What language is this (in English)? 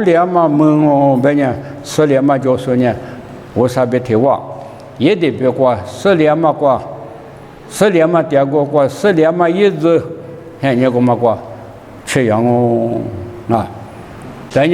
Lisu